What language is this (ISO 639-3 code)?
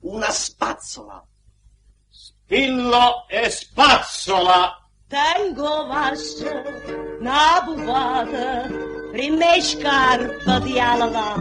nap